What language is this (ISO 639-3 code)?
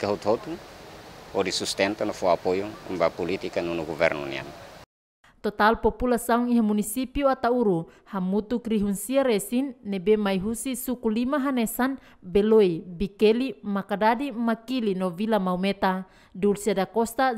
tet